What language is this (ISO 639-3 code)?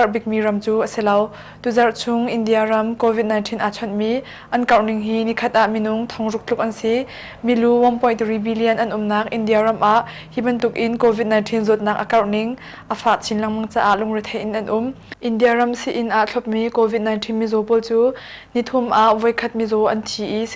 cnh